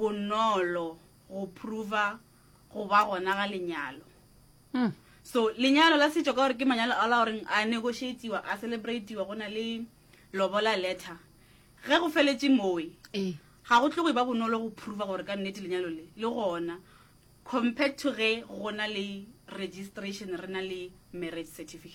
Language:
Northern Sotho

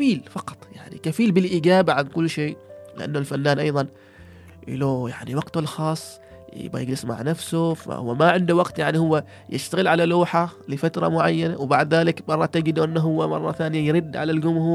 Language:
Gulf Arabic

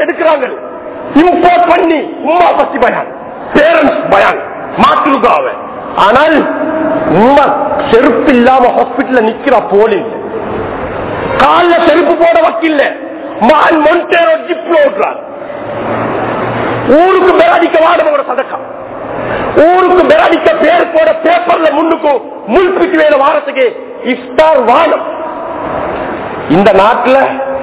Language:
Tamil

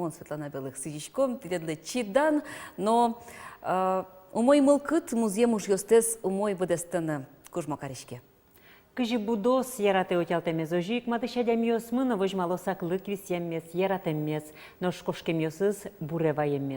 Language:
Udmurt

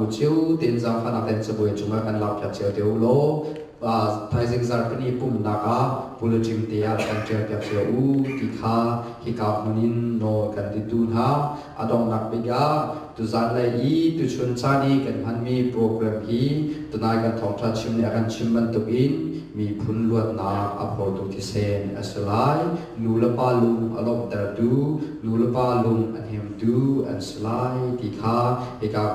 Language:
Hakha Chin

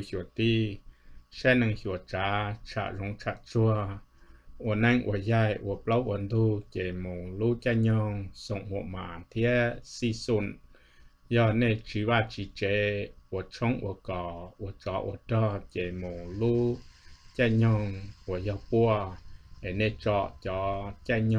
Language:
Hmong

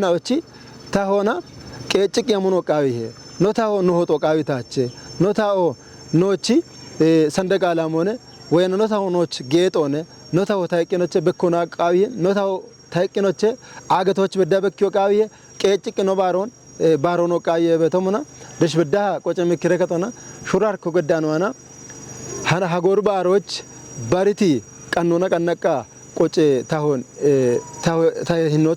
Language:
Kafa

